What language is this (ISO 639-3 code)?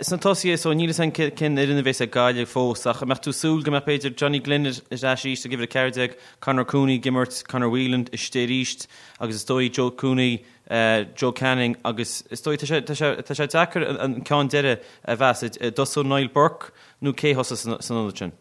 gle